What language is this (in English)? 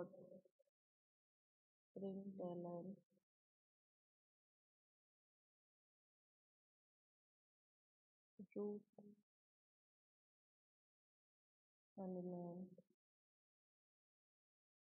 Gujarati